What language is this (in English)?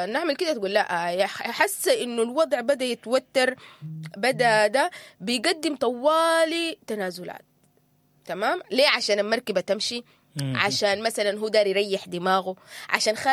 Sudanese Arabic